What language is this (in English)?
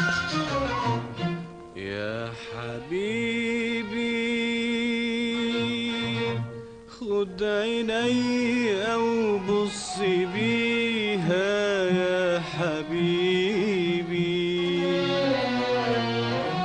Egyptian Arabic